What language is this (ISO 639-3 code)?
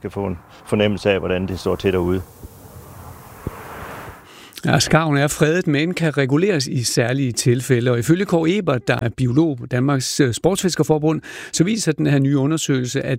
dan